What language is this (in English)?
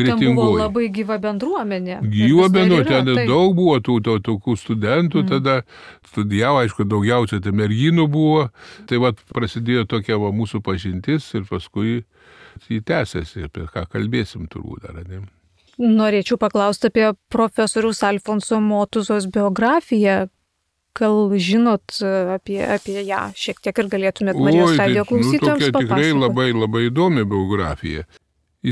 Lithuanian